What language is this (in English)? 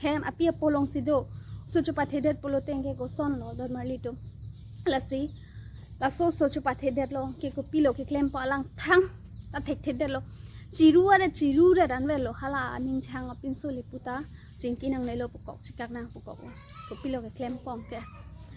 Karbi